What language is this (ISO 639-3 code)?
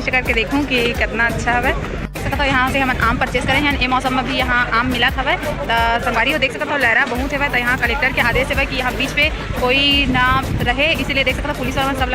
hne